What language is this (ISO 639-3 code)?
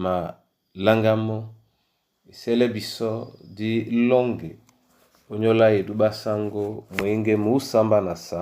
dua